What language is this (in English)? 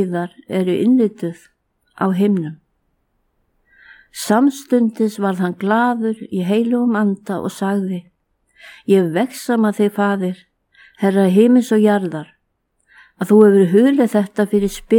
Icelandic